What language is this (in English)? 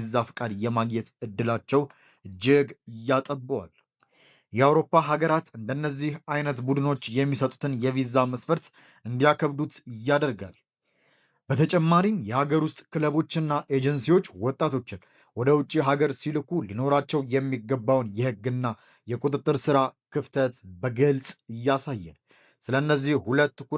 Amharic